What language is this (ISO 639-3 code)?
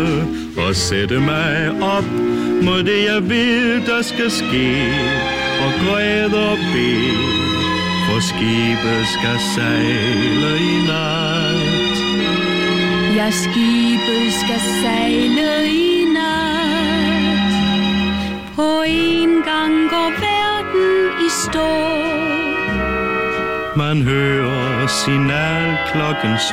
dan